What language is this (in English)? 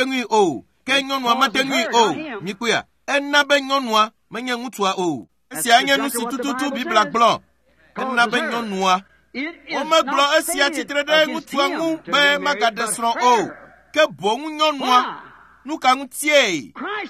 Ewe